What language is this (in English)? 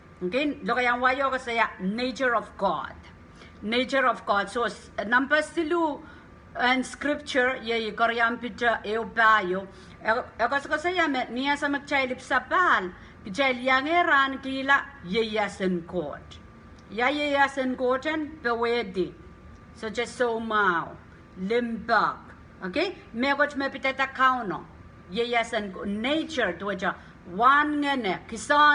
Pohnpeian